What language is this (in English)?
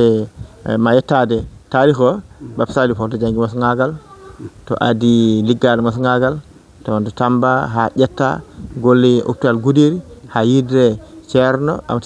Fula